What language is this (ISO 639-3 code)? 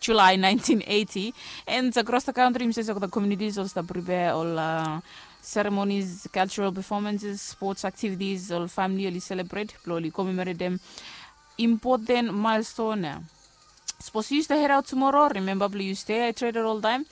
bis